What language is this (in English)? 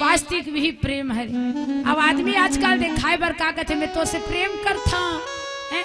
Chhattisgarhi